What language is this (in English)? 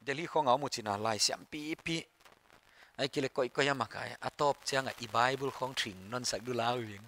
Paite Chin